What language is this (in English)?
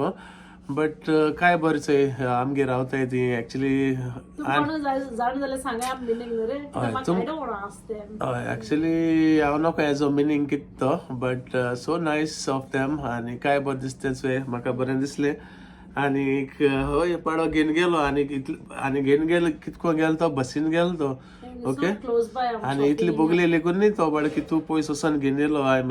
Konkani